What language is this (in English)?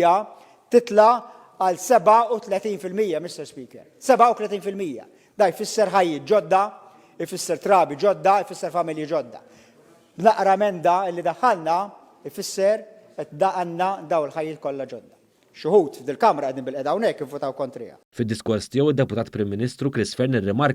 Maltese